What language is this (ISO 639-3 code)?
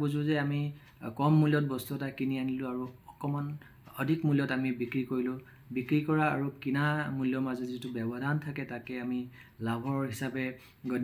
asm